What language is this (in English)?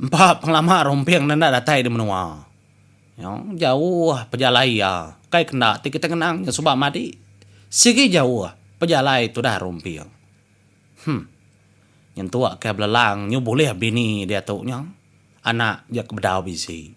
Iban